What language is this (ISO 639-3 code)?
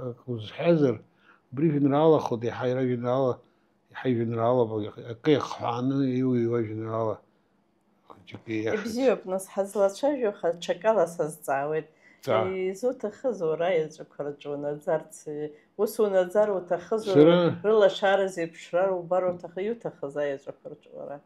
abk